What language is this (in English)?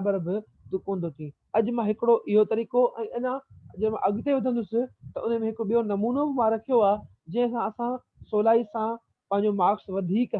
Sindhi